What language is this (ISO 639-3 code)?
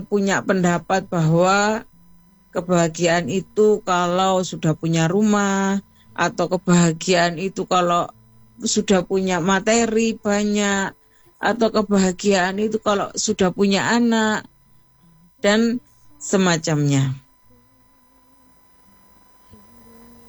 ind